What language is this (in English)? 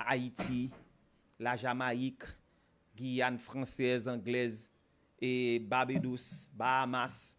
Haitian Creole